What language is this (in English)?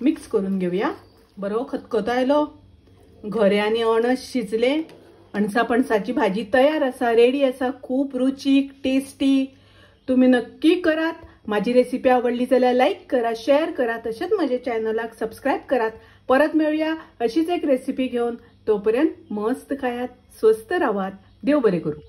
Konkani